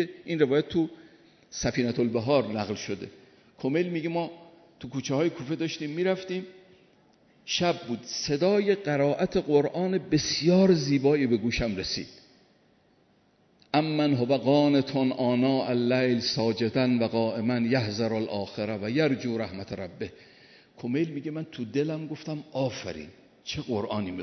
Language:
Persian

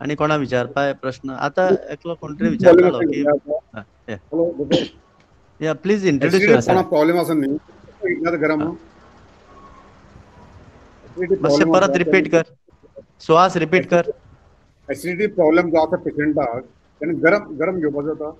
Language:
Konkani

